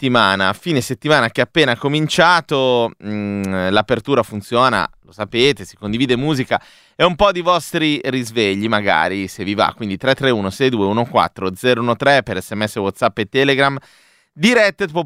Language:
Italian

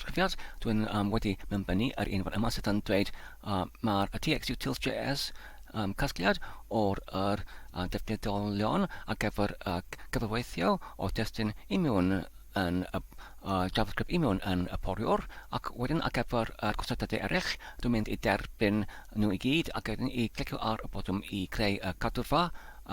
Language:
Welsh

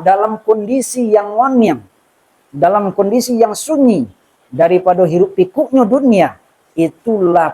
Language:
Minangkabau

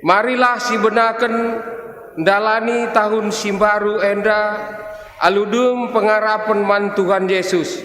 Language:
Batak Karo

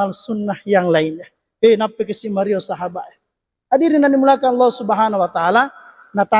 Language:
Buginese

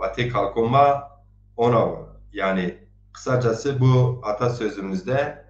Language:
Zaza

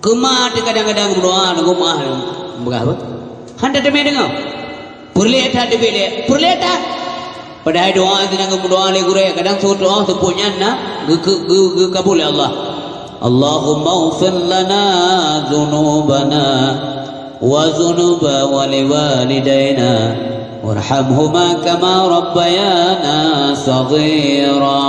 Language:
Achinese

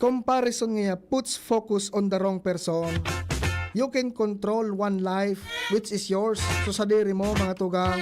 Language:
Bikol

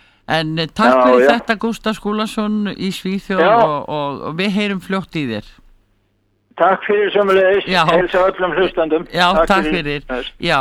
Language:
Icelandic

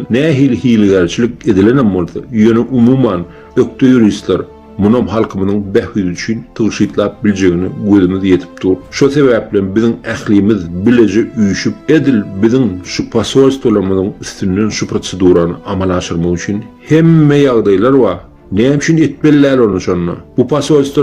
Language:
Turkmen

